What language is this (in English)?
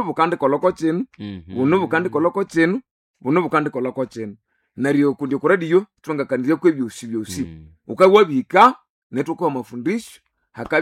Nande